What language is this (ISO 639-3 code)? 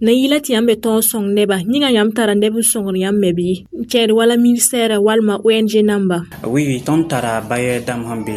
mos